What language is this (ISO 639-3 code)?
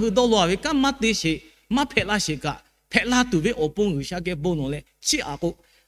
lhu